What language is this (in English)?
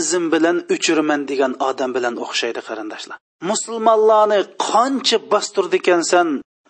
Uyghur